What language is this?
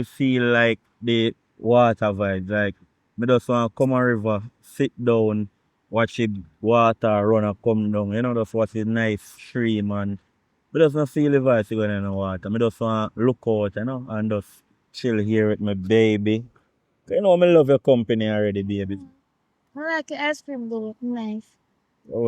Jamaican Creole English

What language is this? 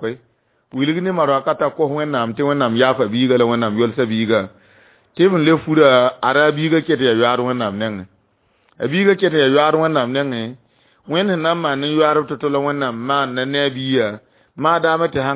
Mossi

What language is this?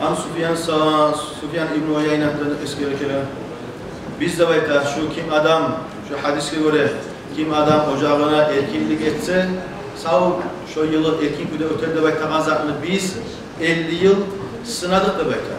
Kumyk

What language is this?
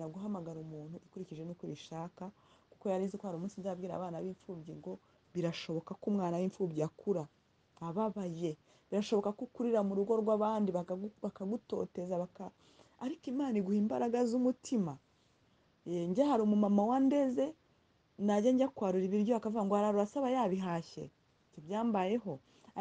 Kinyarwanda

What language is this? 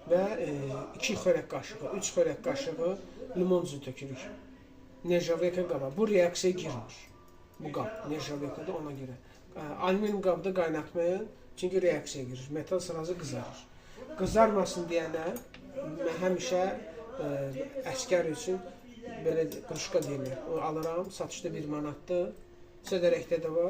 Azerbaijani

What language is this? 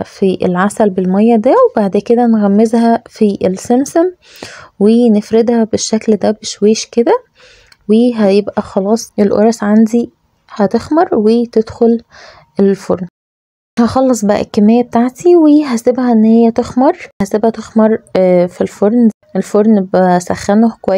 Egyptian Arabic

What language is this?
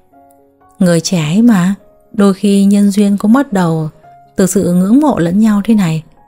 Vietnamese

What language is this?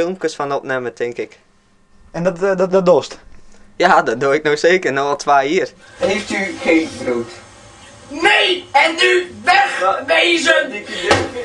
Western Frisian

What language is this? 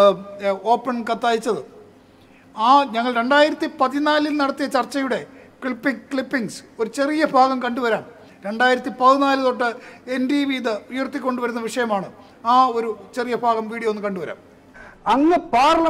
Malayalam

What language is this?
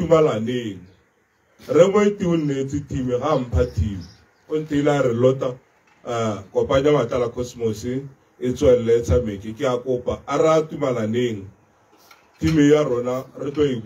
Tswana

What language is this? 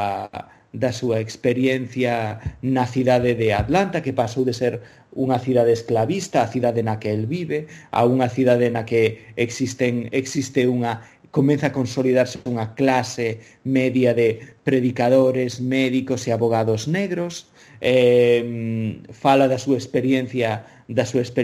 Galician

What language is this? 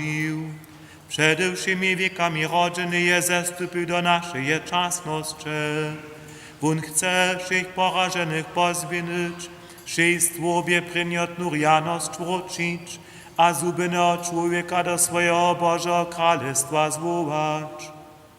Upper Sorbian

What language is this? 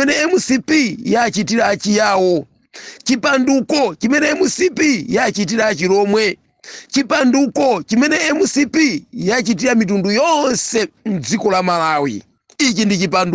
Nyanja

